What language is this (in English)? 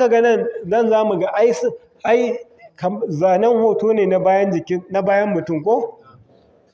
Hausa